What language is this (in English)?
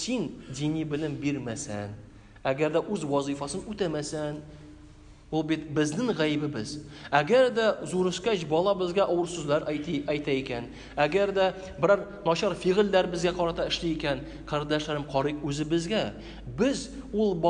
Tatar